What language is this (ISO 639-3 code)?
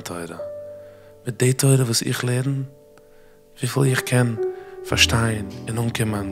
yid